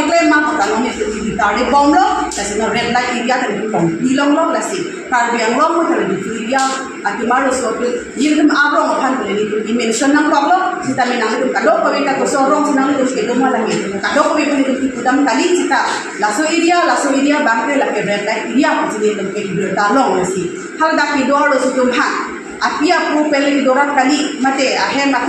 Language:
Karbi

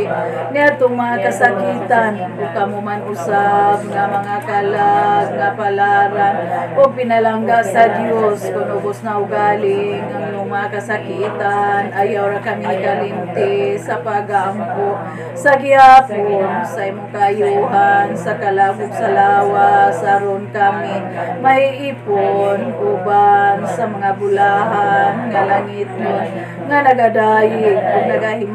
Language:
Cebuano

